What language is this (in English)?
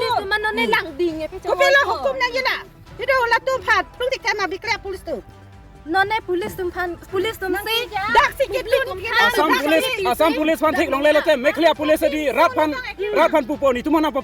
Karbi